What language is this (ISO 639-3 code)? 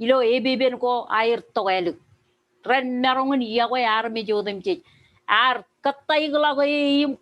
mah